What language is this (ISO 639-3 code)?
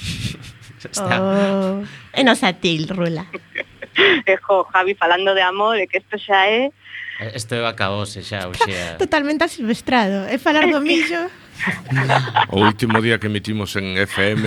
glg